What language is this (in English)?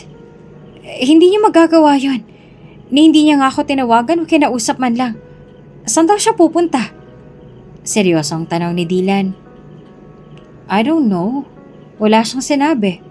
Filipino